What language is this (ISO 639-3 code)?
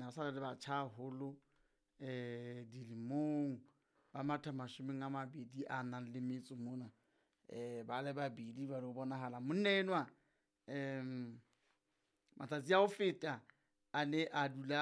sot